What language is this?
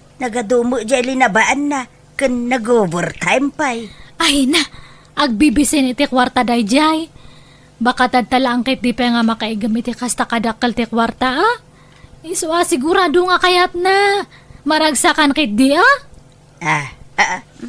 Iloko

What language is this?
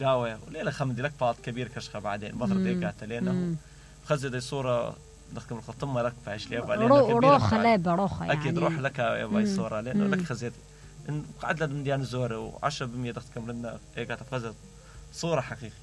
Mesopotamian Arabic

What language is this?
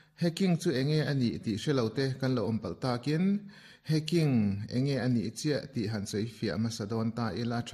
Mizo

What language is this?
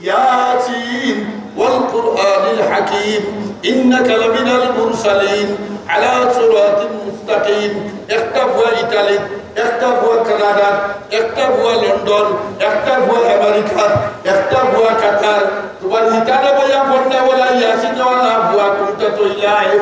Sylheti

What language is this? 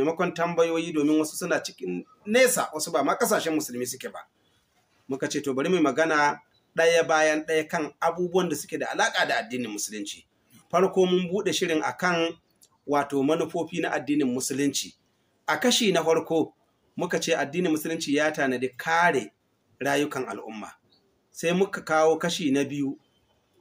Hausa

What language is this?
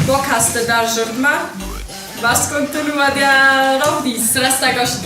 Ossetic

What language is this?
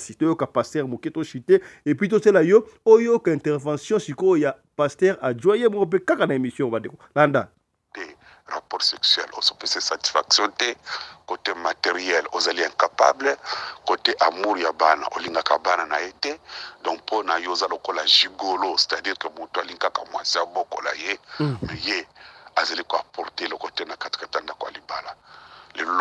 Lingala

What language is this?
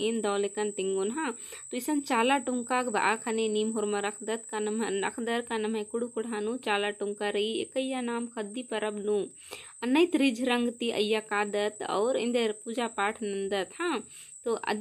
Kurukh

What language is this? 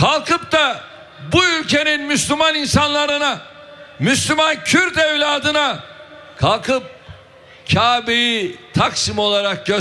Turkish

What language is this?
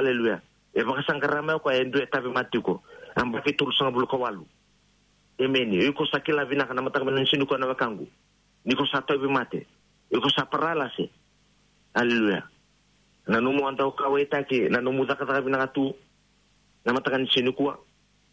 Fijian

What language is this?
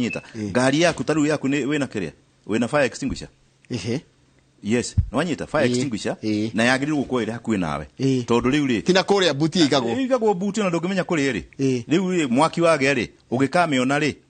Kikuyu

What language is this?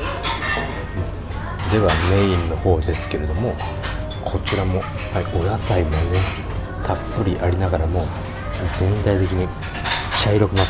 Japanese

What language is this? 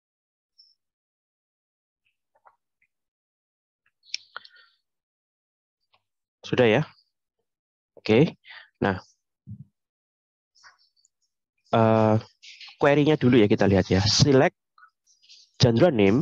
Indonesian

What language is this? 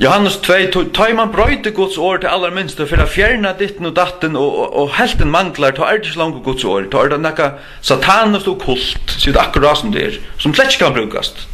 Faroese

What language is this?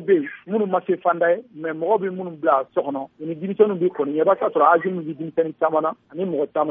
Bambara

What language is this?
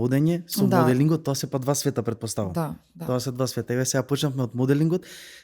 Macedonian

